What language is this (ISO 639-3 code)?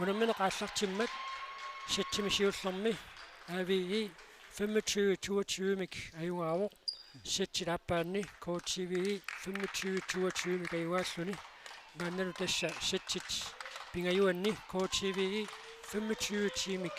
kal